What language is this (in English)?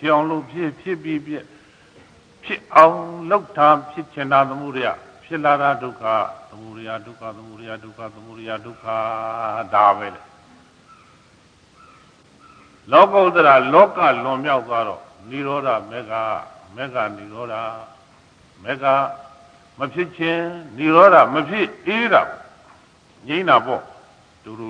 Burmese